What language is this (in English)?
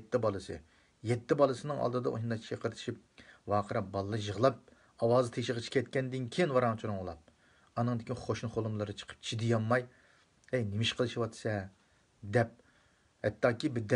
Uyghur